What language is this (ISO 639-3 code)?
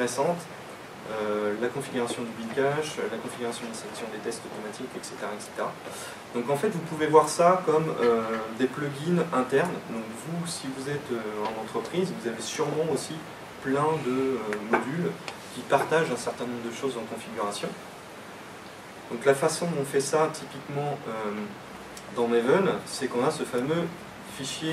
fra